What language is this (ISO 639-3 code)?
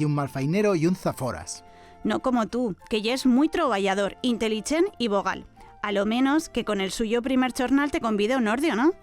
arg